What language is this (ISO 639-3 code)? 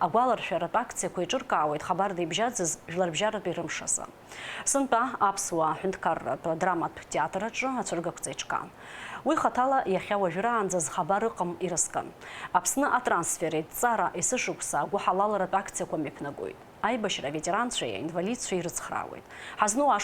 abk